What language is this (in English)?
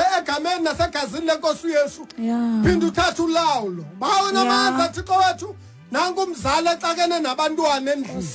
Xhosa